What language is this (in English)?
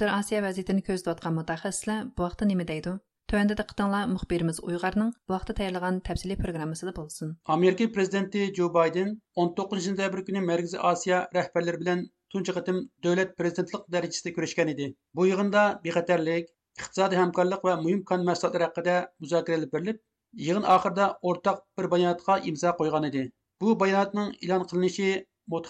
Uyghur